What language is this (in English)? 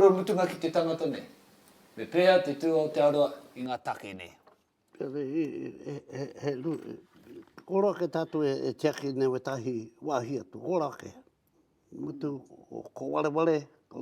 Māori